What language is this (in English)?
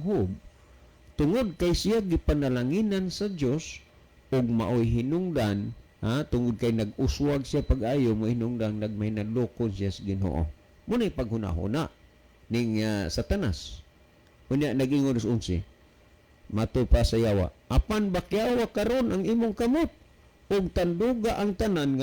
Cebuano